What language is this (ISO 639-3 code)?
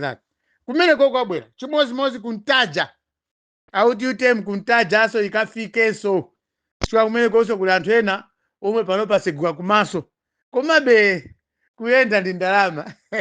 nya